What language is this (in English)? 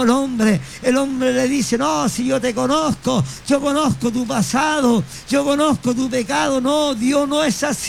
Spanish